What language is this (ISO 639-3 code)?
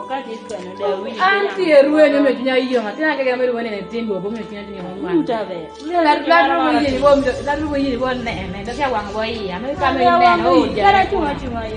kdi